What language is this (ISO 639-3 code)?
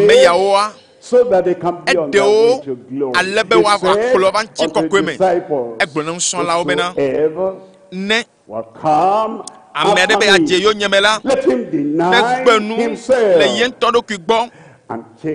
ewe